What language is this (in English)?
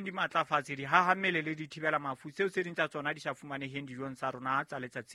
Southern Sotho